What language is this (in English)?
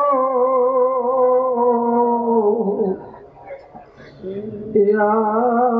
Bangla